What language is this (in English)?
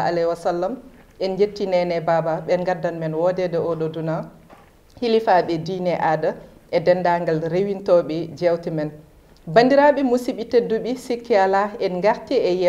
Fula